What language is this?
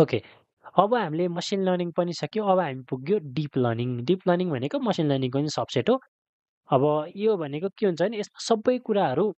Nepali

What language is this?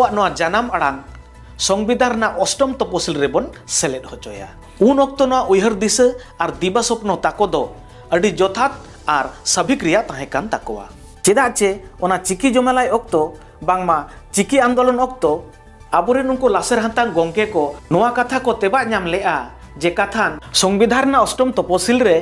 Santali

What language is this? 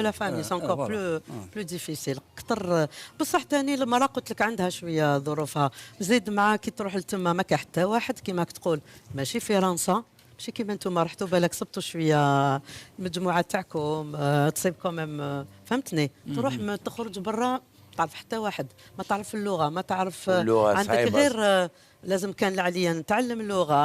Algerian Arabic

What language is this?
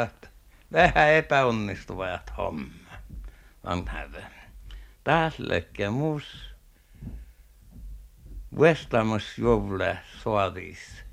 Finnish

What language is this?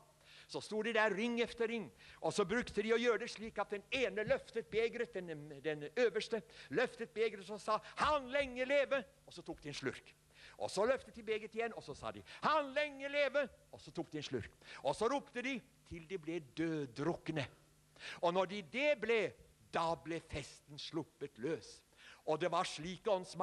Norwegian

